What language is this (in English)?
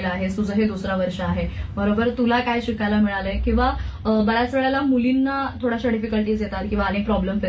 Marathi